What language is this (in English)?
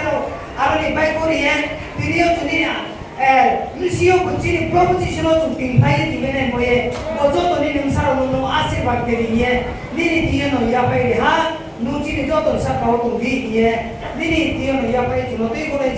Riang (India)